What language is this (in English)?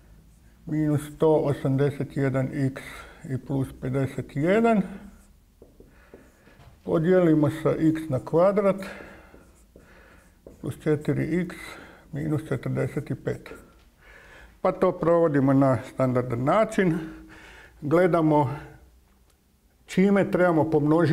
Croatian